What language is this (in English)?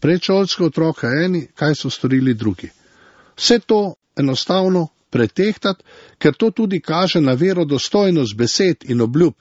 Slovenian